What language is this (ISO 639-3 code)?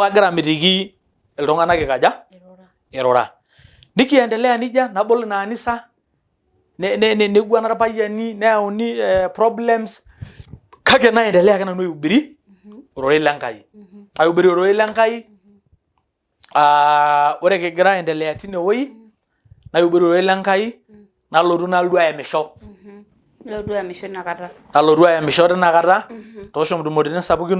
mas